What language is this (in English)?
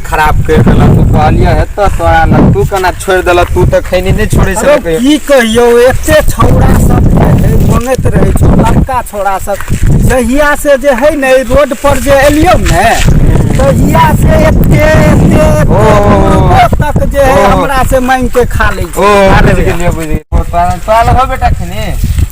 Maithili